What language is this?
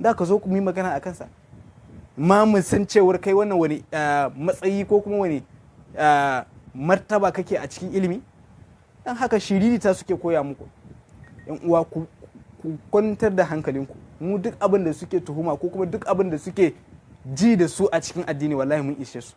Hausa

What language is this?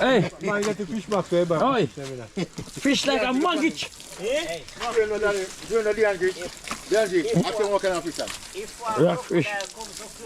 Jamaican Creole English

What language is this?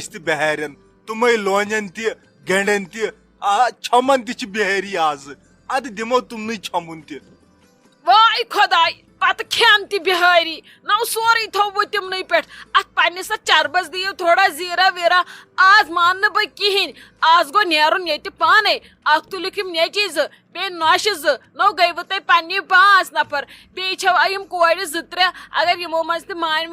Kashmiri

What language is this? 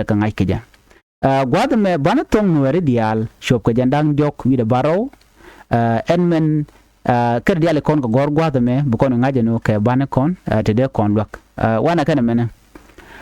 Nuer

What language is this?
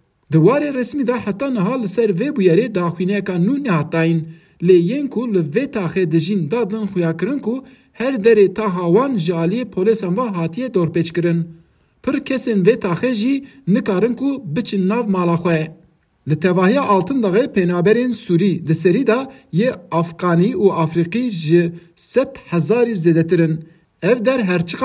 Kurdish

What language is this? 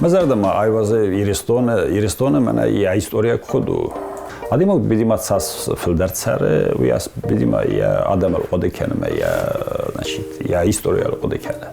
Ossetic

